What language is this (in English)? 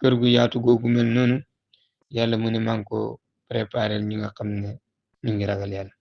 Wolof